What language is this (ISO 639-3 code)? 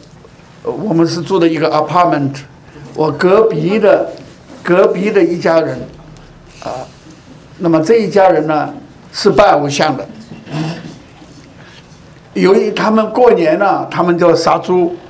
zho